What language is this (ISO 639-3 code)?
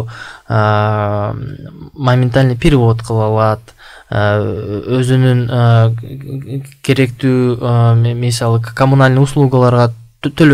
kir